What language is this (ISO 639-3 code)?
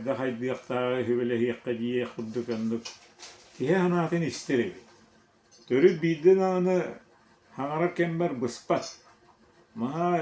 sah